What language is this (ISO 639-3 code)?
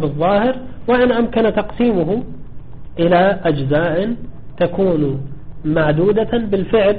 ara